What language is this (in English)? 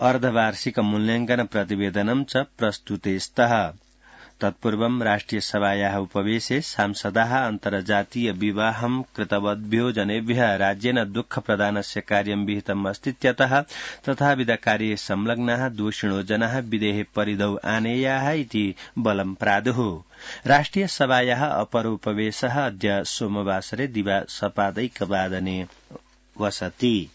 Sanskrit